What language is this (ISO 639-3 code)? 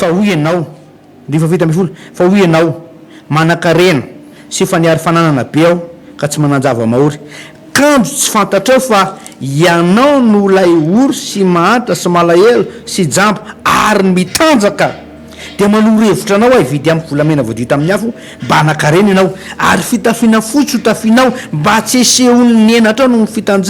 mlg